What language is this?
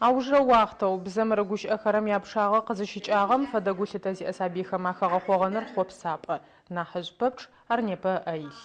Adyghe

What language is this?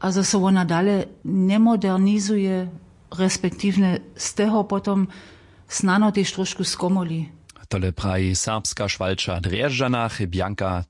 Upper Sorbian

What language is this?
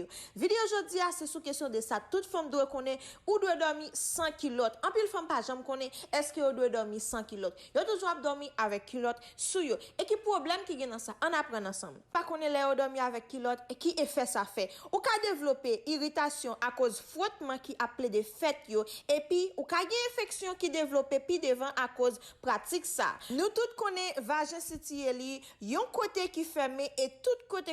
Haitian Creole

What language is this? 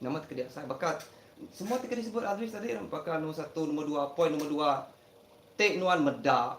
Iban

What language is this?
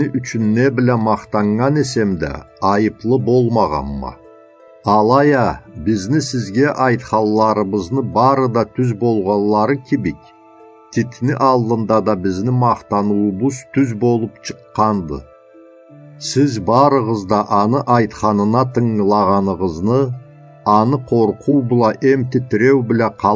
Karachay-Balkar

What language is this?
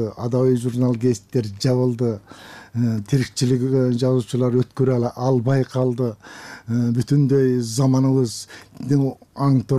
Kyrgyz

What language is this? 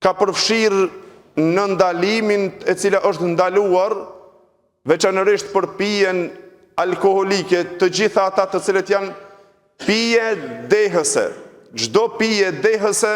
Albanian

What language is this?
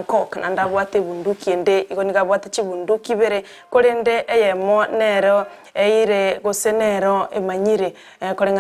Gusii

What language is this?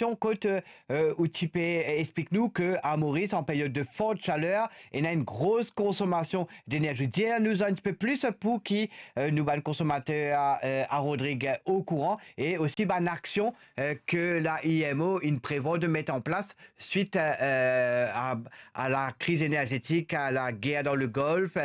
Morisyen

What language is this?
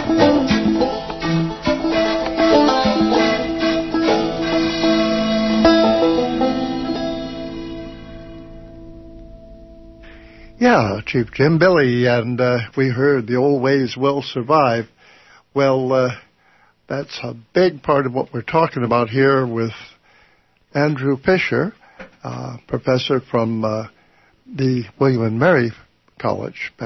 English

